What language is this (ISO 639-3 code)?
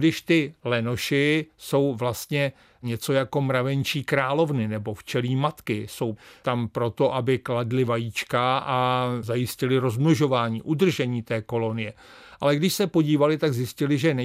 ces